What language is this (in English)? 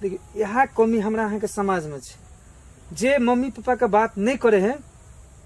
Maithili